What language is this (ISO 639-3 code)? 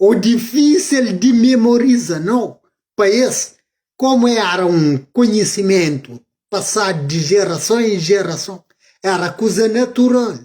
kea